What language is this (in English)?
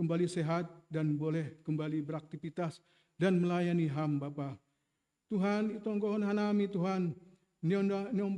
Batak Simalungun